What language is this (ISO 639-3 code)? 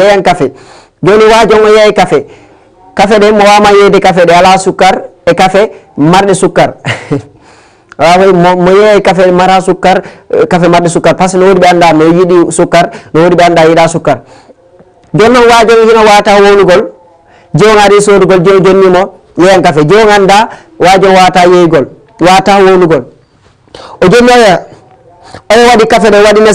ful